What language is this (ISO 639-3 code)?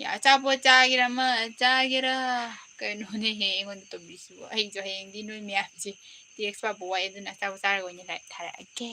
mni